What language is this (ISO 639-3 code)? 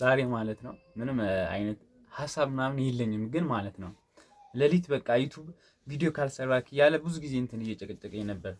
amh